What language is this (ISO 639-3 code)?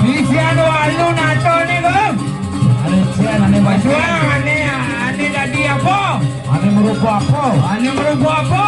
ban